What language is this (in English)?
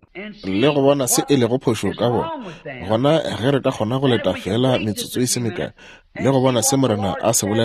Northern Sotho